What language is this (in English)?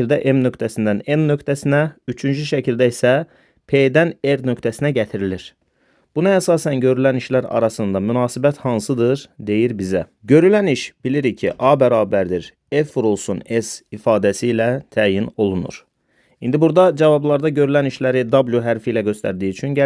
Azerbaijani